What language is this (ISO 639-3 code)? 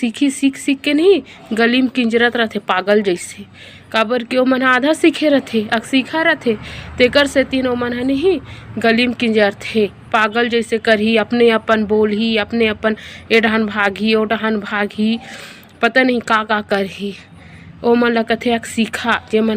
hne